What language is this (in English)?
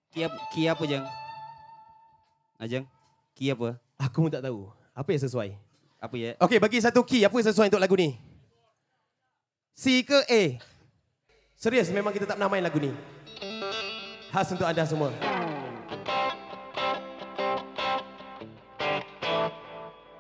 Malay